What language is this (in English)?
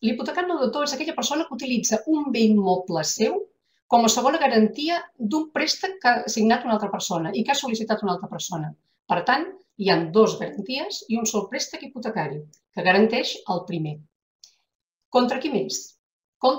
Catalan